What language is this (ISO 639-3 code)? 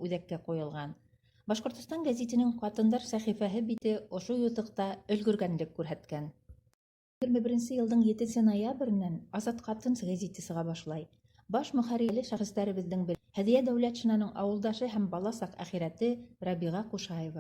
bak